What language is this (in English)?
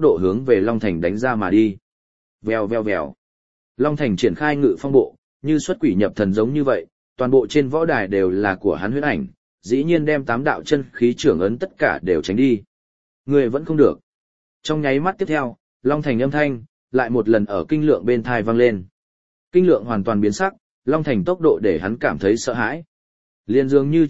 Vietnamese